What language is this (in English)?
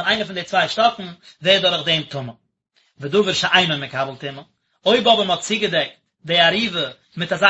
Yiddish